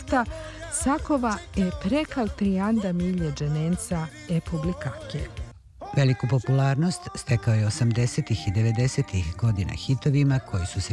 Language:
Serbian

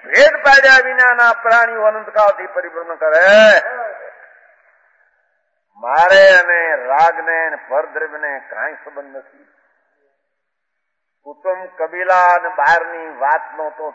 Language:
Gujarati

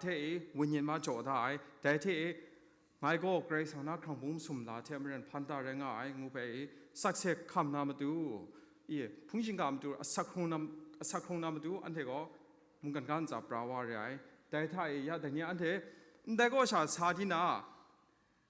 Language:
Kachin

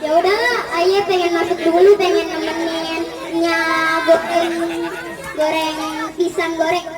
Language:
Betawi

